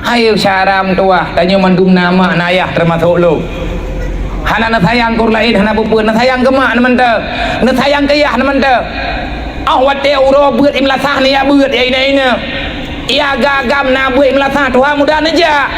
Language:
Achinese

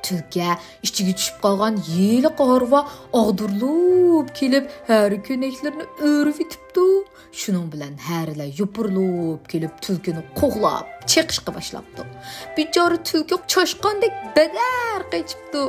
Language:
Uyghur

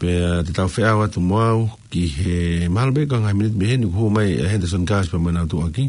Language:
Tongan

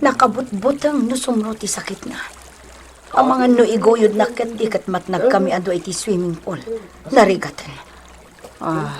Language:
Iloko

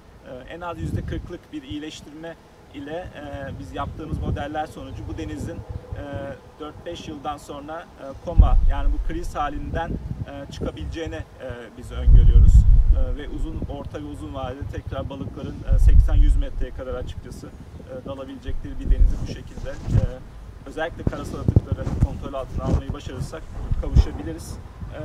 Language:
Turkish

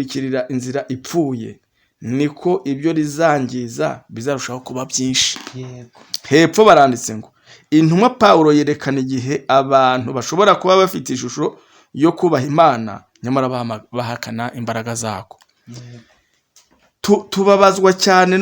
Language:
Kinyarwanda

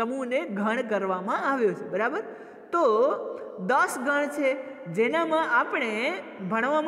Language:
Gujarati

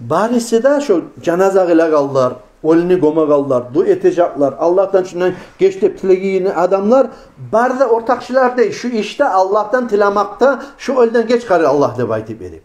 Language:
Kumyk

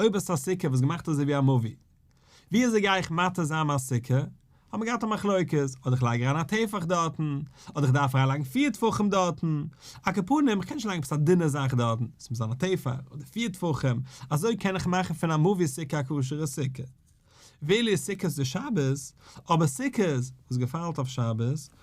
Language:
Yiddish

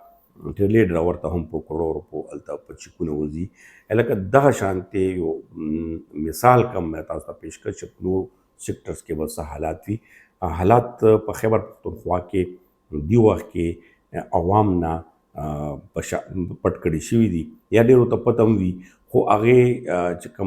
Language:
Pashto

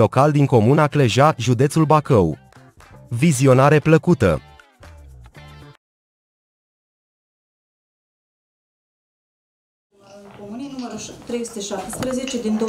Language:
Romanian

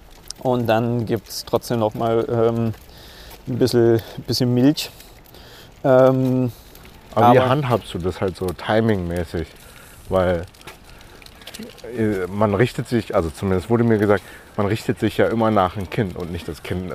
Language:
German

